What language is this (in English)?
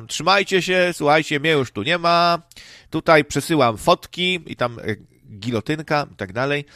Polish